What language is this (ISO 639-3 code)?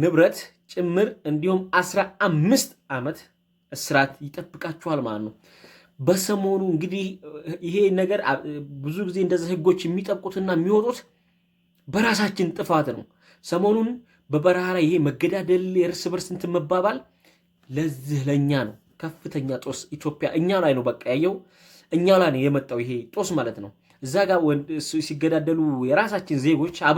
amh